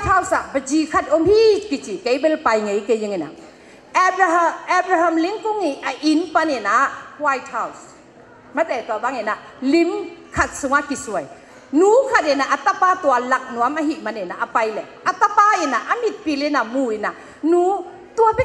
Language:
Tedim Chin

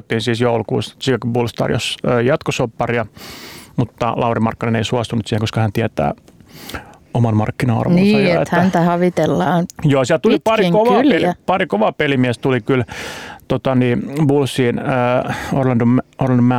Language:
Finnish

